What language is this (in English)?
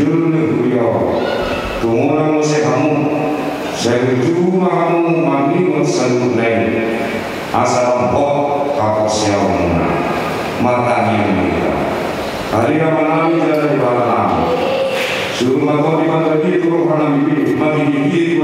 Batak Toba